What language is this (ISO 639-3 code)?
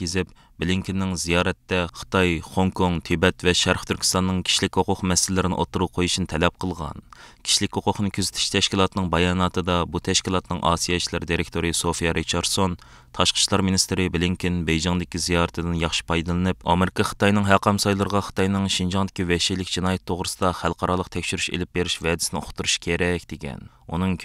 uig